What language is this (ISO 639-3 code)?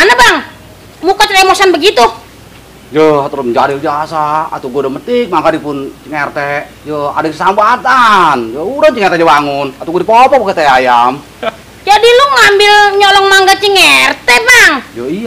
bew